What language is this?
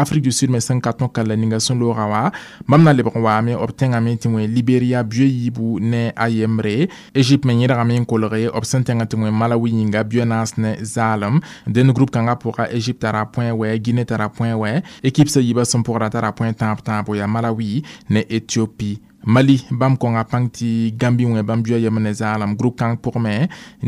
Mossi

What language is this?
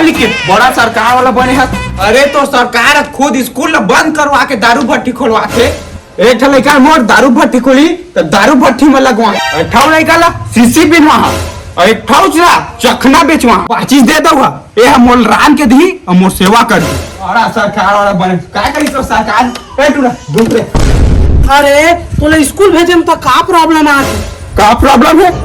Chhattisgarhi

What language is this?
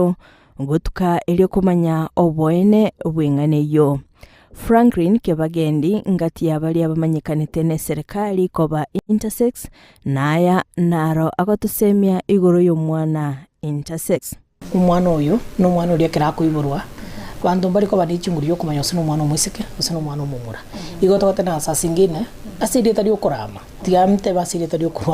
Gusii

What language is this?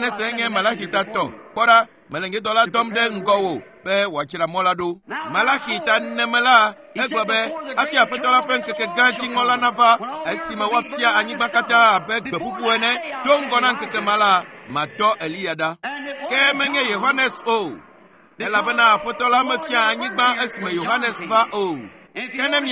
Ewe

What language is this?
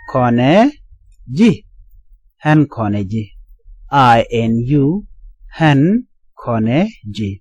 Nuer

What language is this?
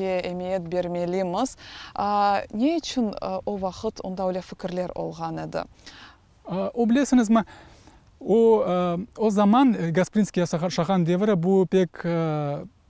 Crimean Tatar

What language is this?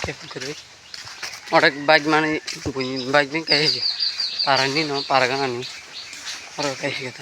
Kok Borok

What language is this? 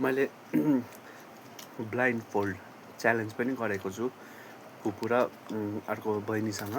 Nepali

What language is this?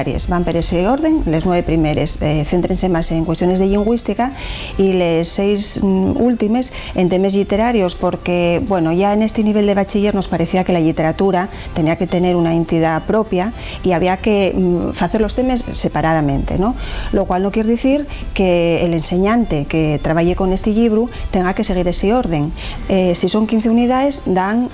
Asturian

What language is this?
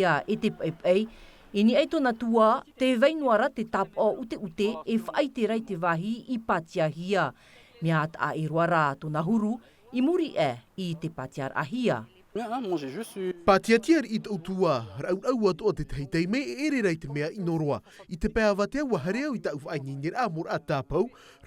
Tahitian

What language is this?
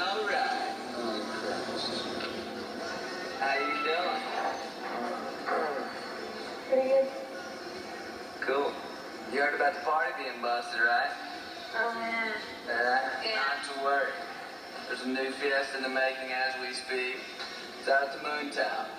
English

